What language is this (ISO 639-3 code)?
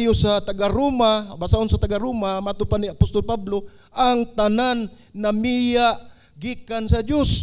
ceb